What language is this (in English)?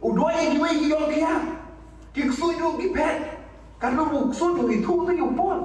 Khasi